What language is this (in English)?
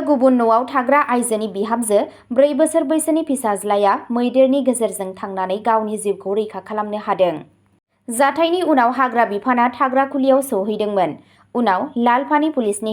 Bodo